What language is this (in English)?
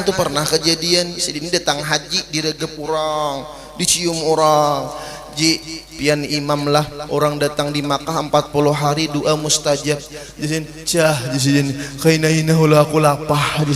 Banjar